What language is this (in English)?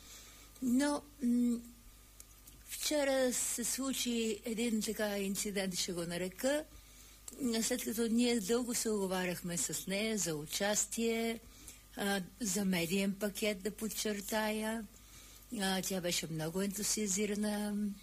Bulgarian